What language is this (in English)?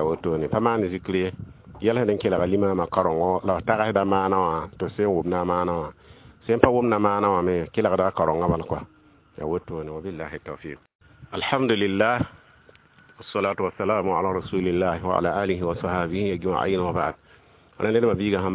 Mossi